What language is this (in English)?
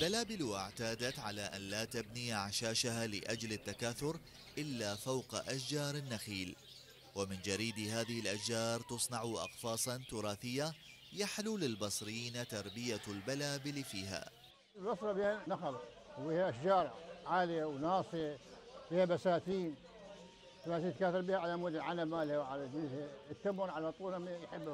Mesopotamian Arabic